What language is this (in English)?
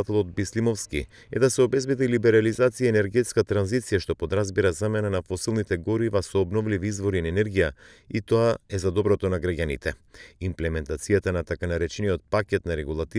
Macedonian